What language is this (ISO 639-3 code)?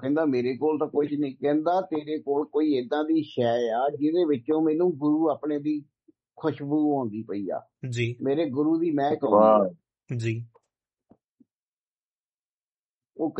pan